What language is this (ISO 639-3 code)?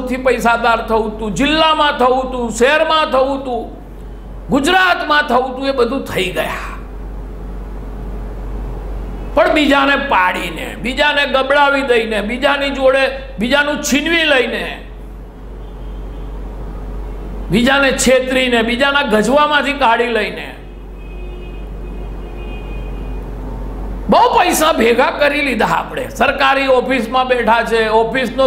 guj